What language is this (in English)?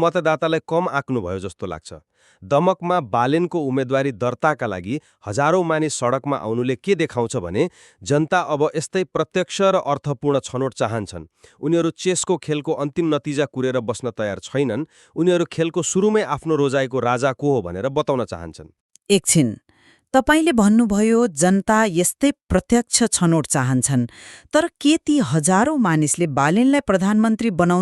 Nepali